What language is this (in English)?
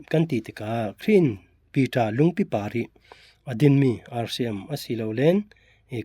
Falam Chin